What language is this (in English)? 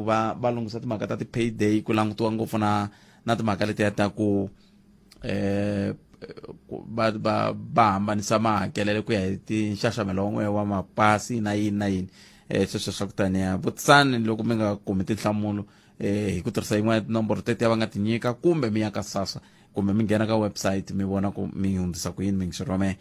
Tsonga